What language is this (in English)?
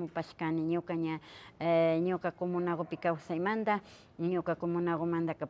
Imbabura Highland Quichua